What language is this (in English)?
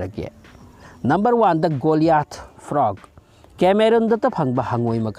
Manipuri